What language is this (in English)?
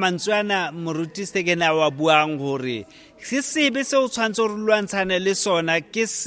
Southern Sotho